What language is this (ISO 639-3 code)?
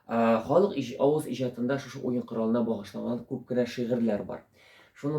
tat